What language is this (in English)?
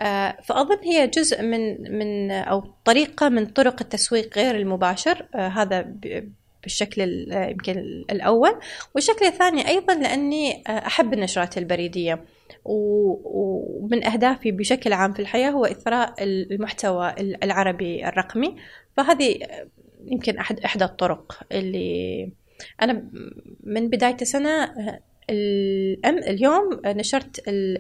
Gulf Arabic